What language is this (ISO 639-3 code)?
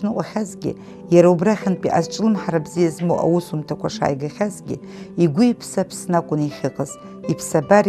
abk